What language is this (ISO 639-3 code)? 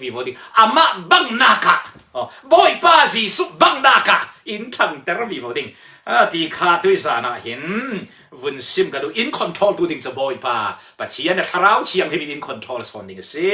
cfm